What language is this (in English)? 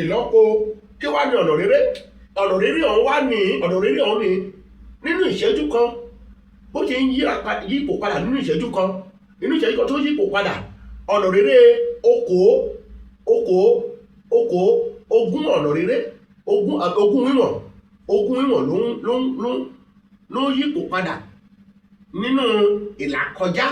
Yoruba